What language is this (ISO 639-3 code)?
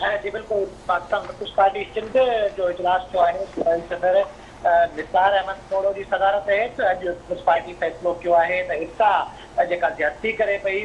snd